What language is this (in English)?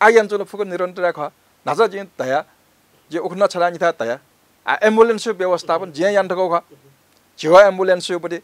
Newari